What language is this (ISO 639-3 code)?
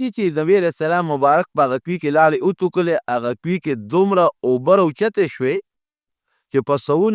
pus